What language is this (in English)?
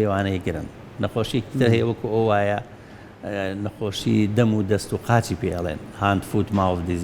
Central Kurdish